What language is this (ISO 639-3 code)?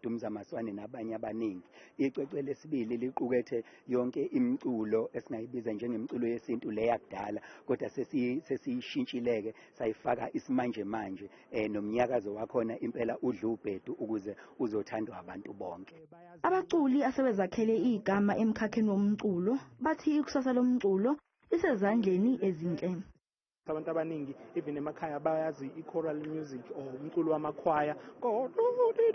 zul